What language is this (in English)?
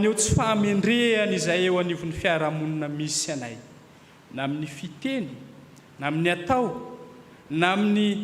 Malagasy